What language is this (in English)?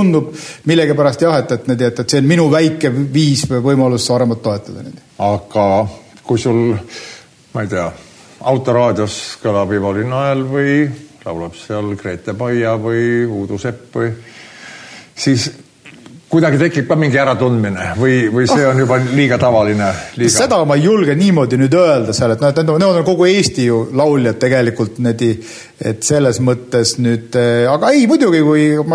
Estonian